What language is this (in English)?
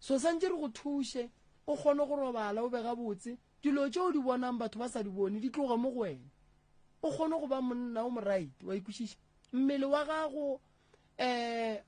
Northern Sotho